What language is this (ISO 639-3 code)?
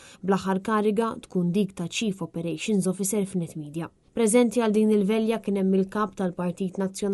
mlt